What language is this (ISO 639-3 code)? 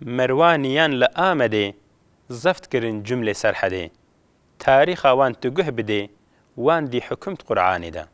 kur